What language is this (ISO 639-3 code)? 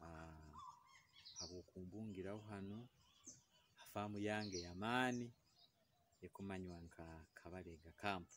nyo